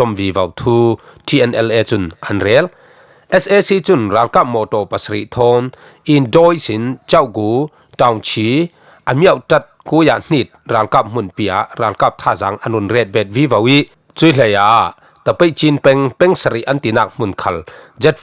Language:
Falam Chin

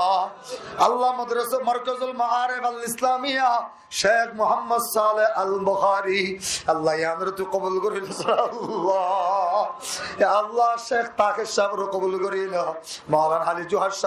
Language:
Rohingya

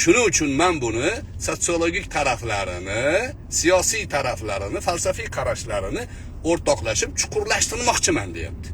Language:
Uzbek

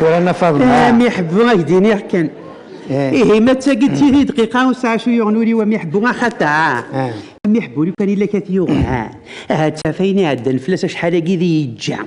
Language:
Kabyle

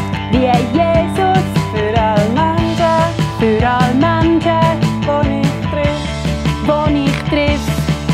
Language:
Swiss German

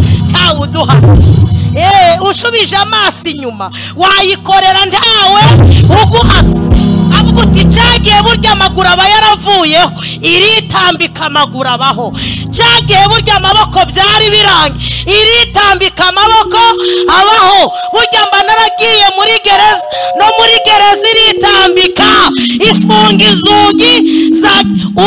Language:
Kinyarwanda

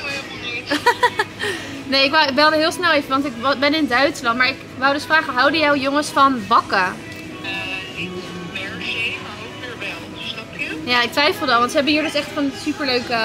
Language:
Dutch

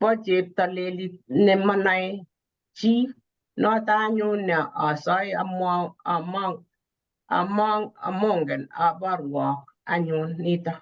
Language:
Kalenjin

